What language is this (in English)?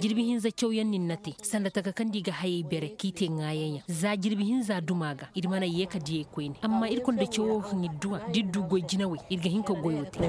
Koyraboro Senni